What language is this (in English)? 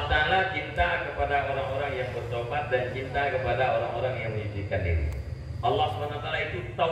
Achinese